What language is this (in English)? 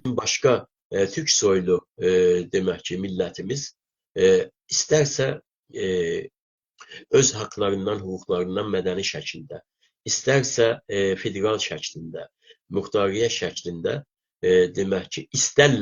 South Azerbaijani